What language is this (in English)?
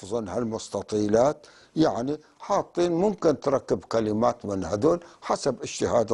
North Levantine Arabic